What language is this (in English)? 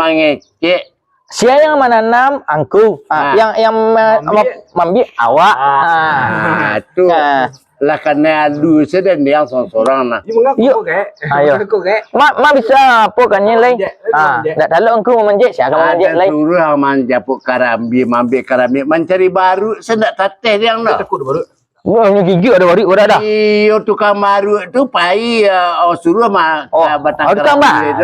Minangkabau